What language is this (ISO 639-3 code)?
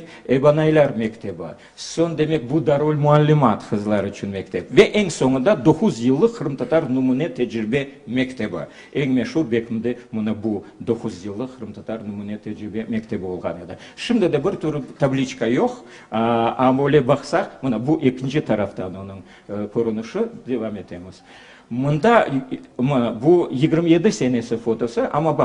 crh